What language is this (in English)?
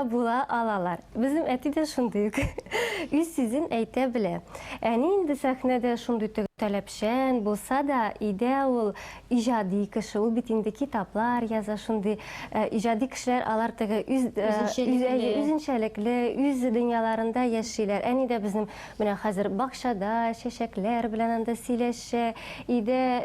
Tatar